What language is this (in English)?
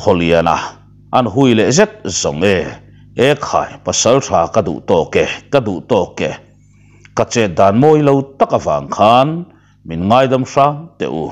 Mizo